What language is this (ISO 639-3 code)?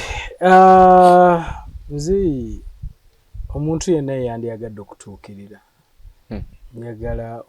lug